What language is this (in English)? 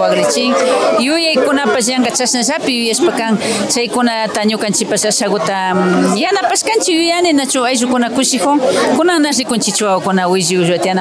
Imbabura Highland Quichua